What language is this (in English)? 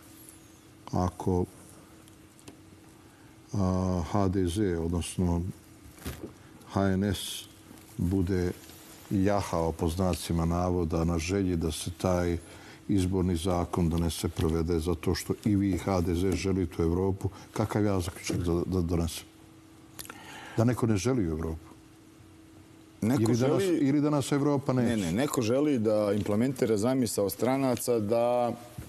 Bosnian